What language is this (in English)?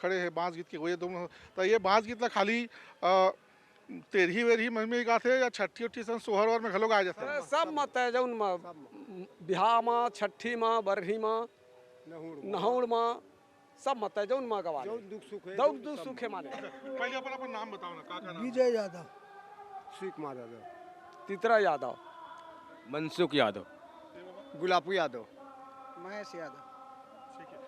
Chhattisgarhi